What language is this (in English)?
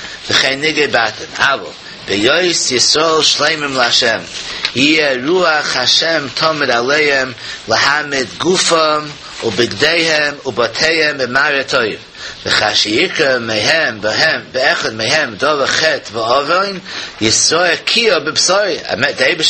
Yiddish